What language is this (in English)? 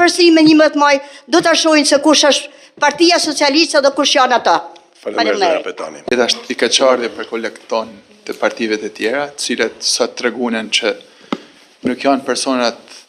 Albanian